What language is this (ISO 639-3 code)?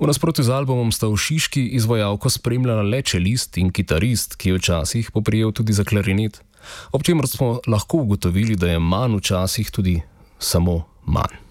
slv